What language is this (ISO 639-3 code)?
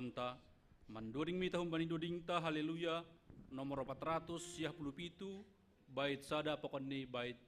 bts